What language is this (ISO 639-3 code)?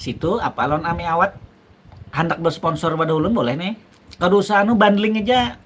bjn